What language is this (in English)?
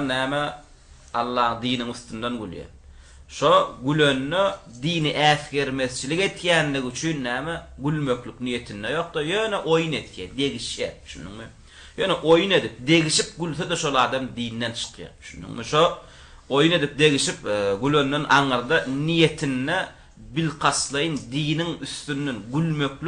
Turkmen